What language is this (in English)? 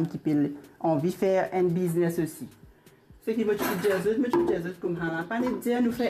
Morisyen